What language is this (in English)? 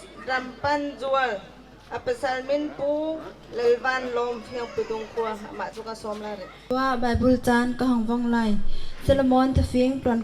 Bawm Chin